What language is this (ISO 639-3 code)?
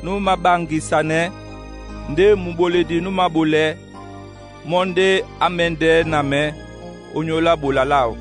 dua